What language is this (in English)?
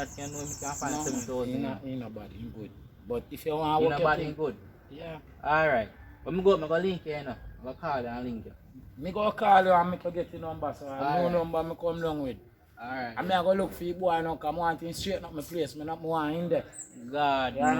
Jamaican Creole English